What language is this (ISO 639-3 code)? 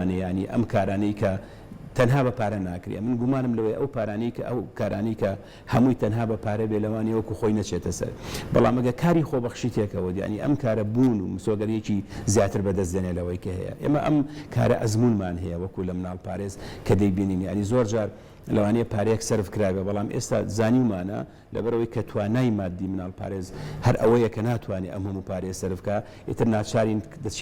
ckb